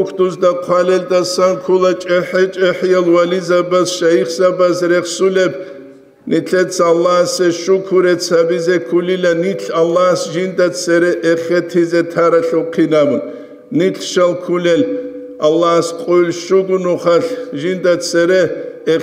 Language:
Avaric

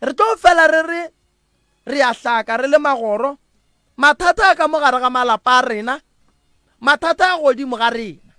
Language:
Northern Sotho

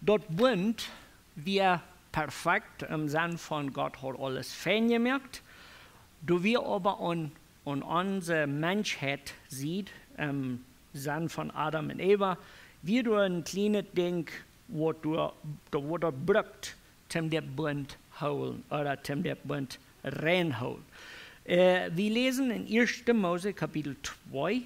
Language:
Plautdietsch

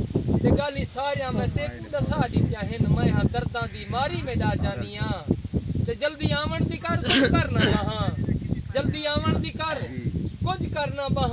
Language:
Saraiki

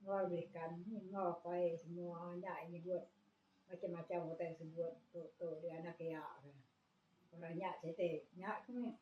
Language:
Iban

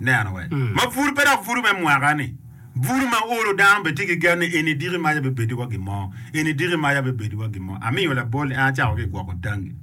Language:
Acoli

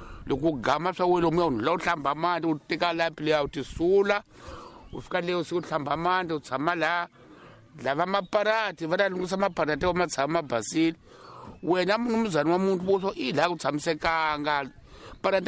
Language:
Tsonga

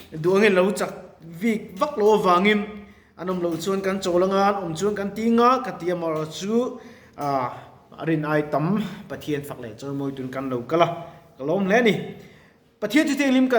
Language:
Mizo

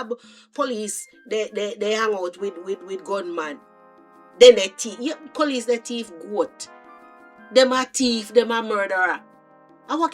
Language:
Jamaican Creole English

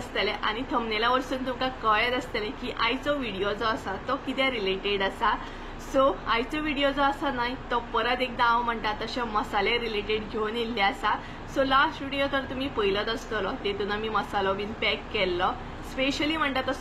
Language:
Konkani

